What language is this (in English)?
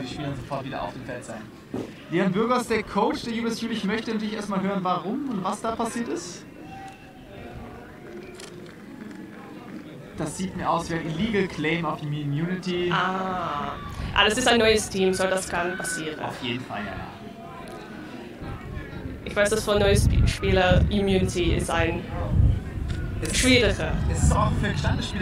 German